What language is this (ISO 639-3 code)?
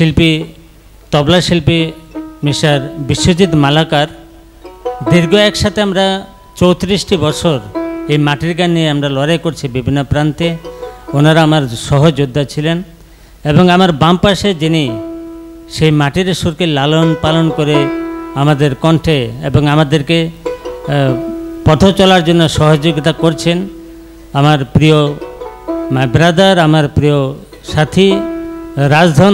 ben